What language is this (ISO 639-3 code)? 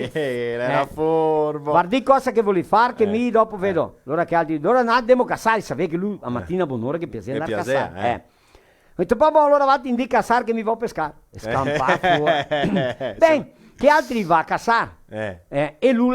vec